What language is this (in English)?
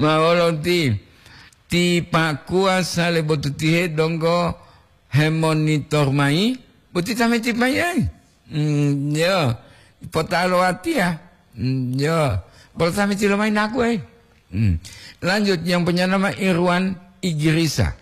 Gorontalo